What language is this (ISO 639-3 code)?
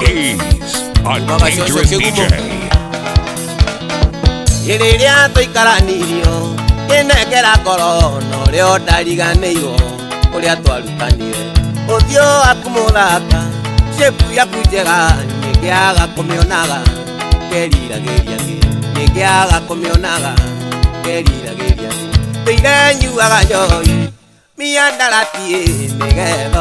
kik